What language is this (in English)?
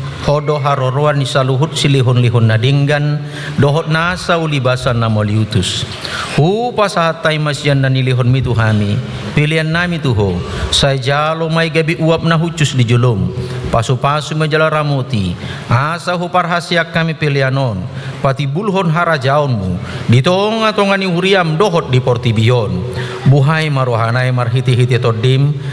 Batak Toba